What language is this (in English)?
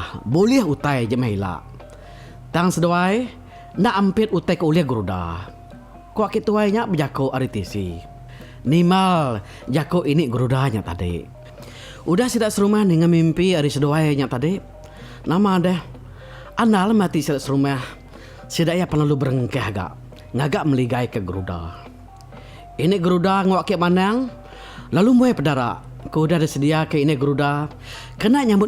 Iban